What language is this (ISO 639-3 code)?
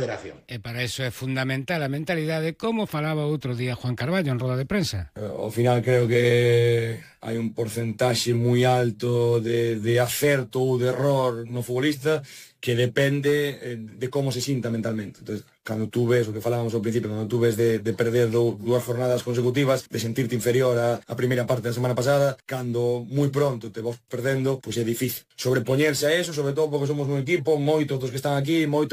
glg